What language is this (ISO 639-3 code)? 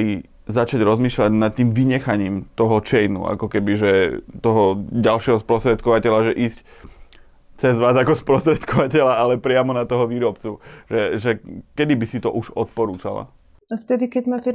slk